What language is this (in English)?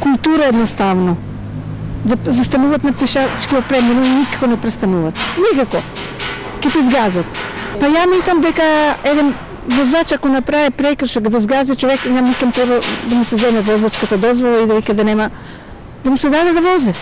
Macedonian